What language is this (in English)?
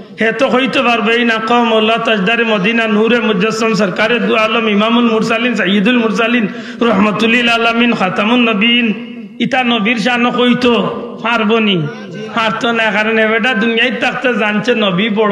Sylheti